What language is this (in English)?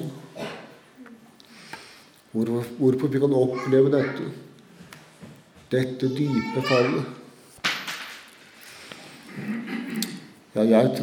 Norwegian